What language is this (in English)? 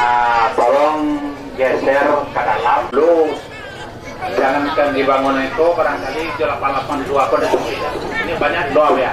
Minangkabau